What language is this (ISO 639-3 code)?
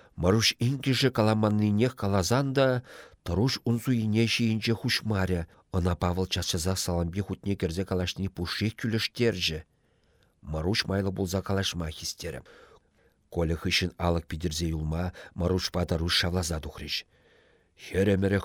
chv